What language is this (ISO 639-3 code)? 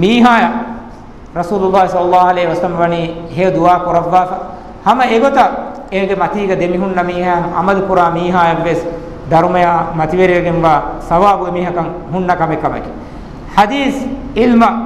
div